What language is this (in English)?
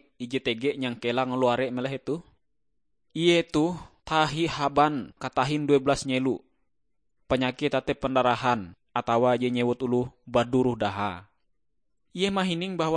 Ngaju